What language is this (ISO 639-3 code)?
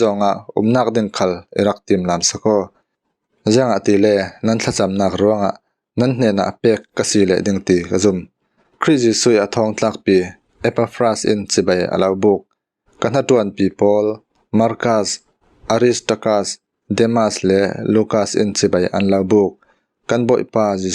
cfm